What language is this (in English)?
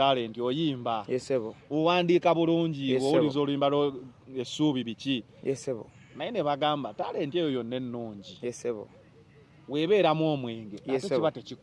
Ganda